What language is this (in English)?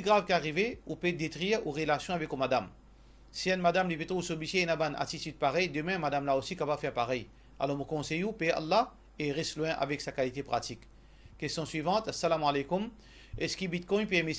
Morisyen